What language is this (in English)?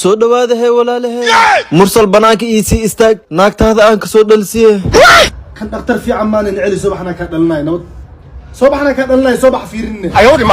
Somali